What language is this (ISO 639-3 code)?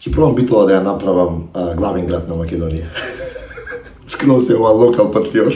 mkd